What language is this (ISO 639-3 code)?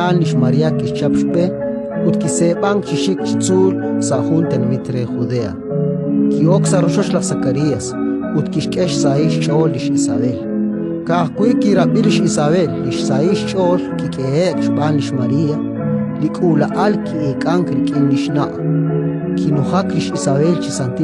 kek